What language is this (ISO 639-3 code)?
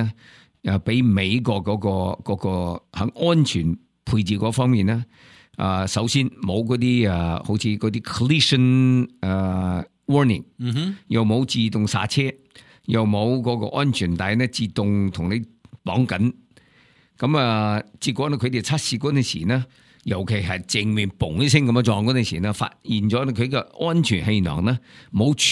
yue